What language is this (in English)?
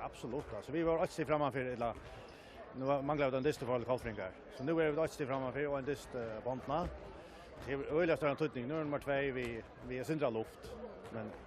Faroese